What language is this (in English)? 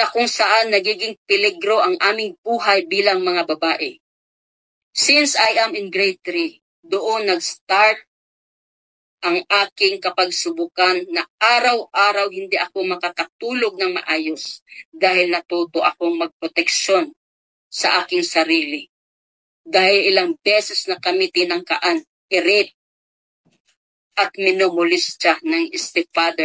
Filipino